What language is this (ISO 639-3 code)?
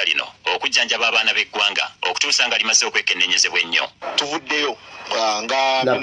lug